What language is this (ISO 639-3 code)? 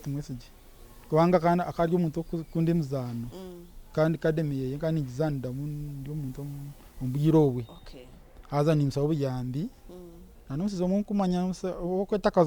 nyn